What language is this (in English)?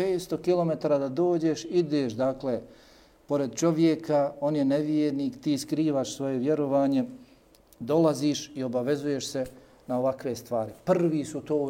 Bosnian